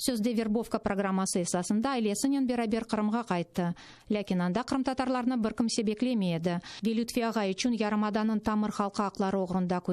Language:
Crimean Tatar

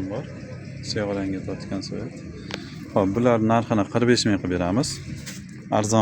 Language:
Uzbek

